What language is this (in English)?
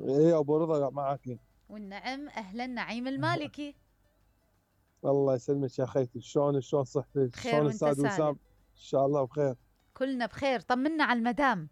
Mesopotamian Arabic